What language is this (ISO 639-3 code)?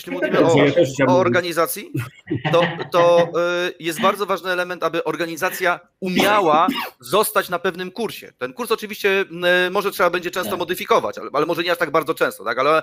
pol